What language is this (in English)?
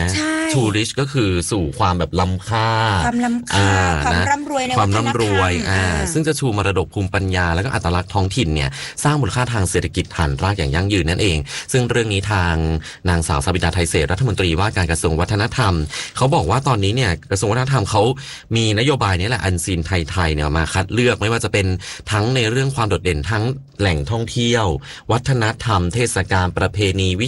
Thai